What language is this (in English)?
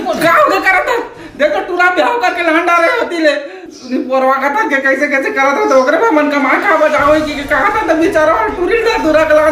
Chhattisgarhi